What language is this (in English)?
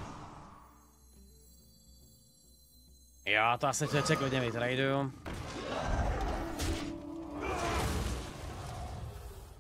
Czech